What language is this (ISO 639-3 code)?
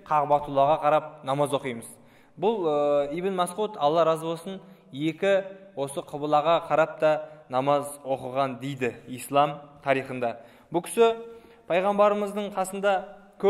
kaz